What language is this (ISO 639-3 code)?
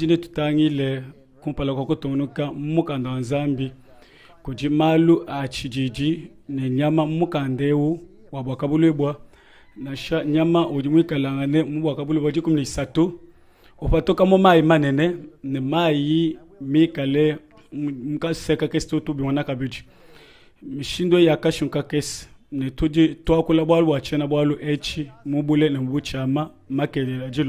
lua